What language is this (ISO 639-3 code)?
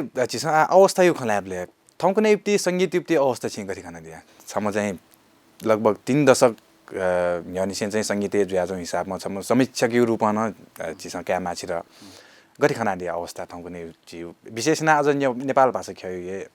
new